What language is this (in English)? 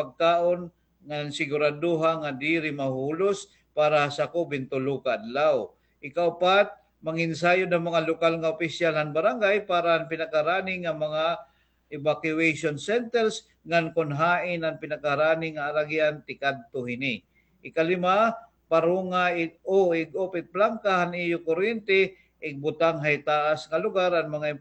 Waray